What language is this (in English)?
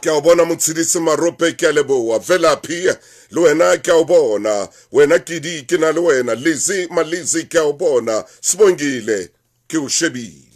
Southern Sotho